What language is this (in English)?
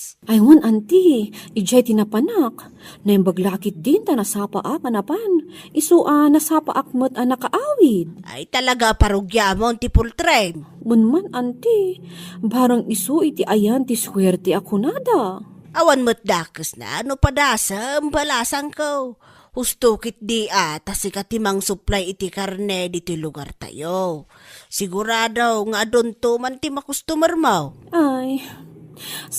Iloko